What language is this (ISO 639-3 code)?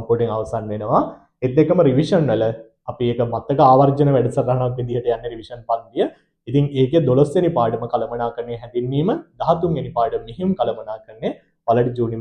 sin